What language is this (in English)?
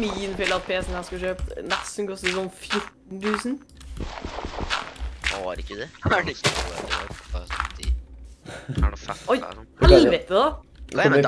Norwegian